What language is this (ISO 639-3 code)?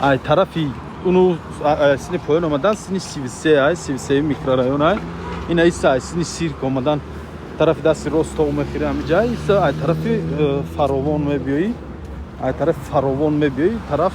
tgk